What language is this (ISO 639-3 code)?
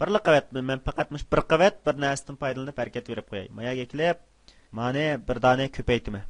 uig